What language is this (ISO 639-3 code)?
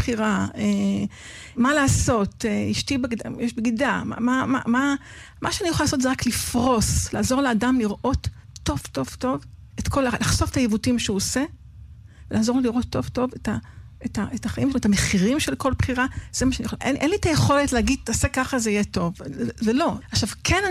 heb